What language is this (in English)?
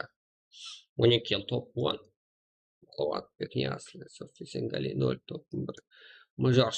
Kara-Kalpak